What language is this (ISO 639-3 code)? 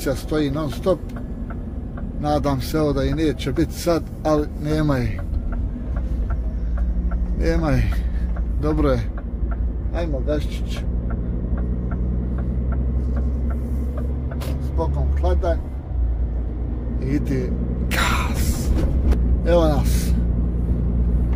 bos